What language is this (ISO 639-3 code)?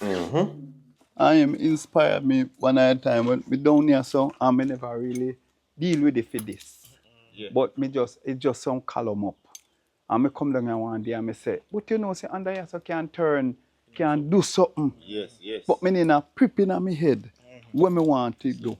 jam